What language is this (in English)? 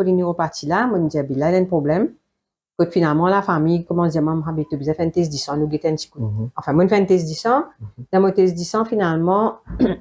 Morisyen